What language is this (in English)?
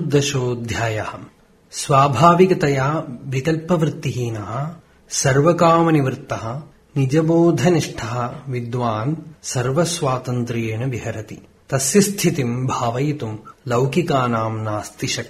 Sanskrit